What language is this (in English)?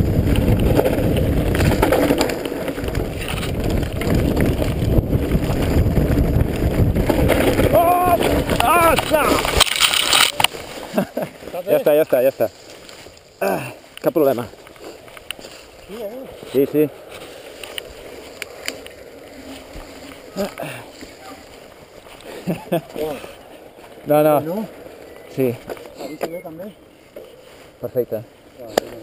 Catalan